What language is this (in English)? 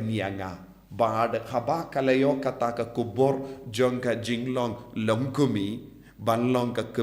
Khasi